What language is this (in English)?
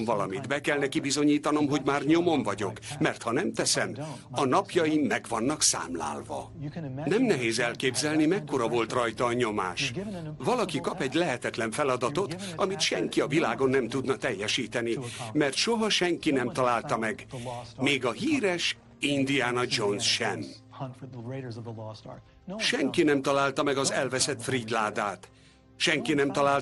Hungarian